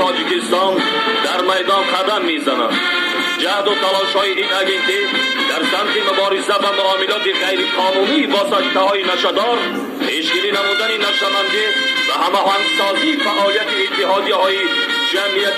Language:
Tajik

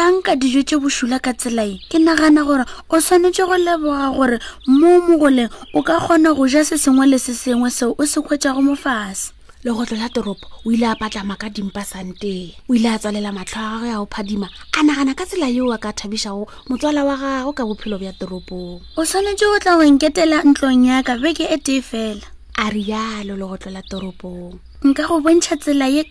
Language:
Northern Sotho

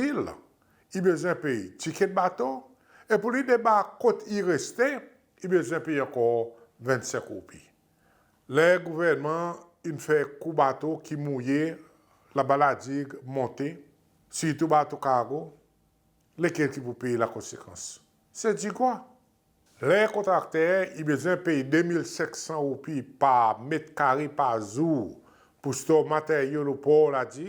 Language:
Seselwa Creole French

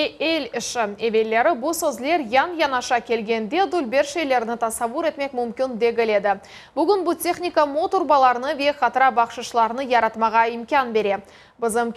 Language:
Crimean Tatar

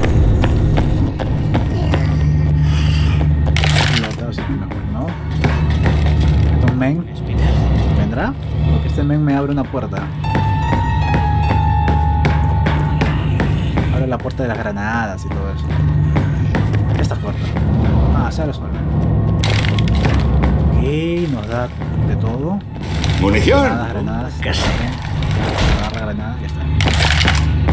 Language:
Spanish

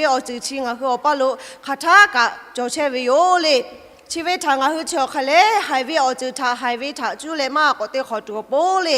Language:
Lahu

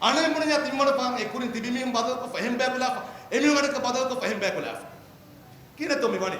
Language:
Divehi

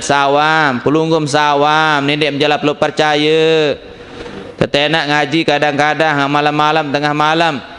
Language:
Sasak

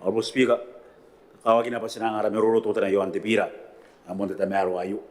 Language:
Gilbertese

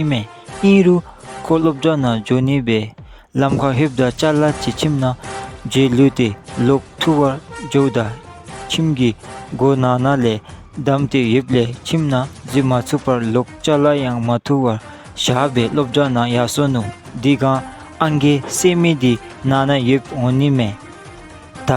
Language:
Dzongkha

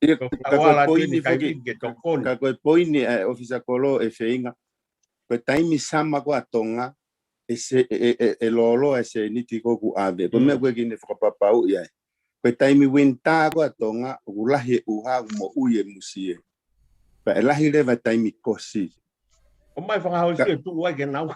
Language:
Tongan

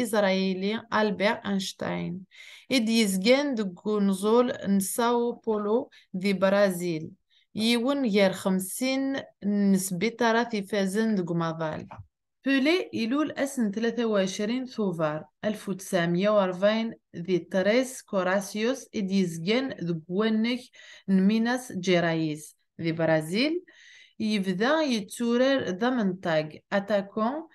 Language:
Kabyle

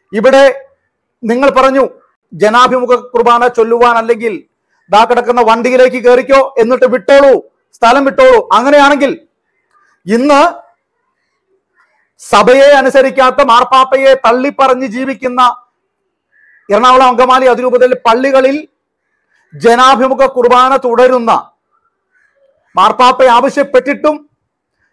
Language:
Malayalam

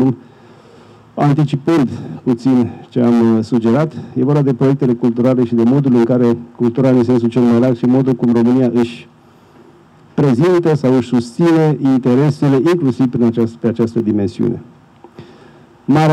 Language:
Romanian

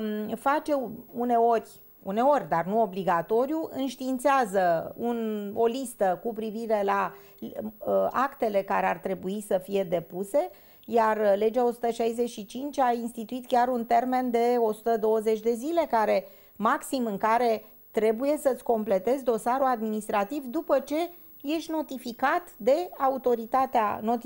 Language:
Romanian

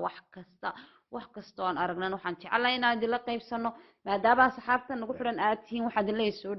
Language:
Somali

